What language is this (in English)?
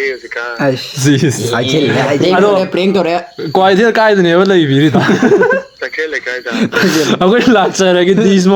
Manipuri